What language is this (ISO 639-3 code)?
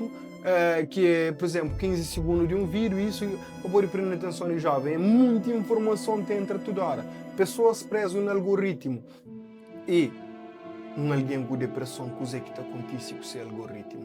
kea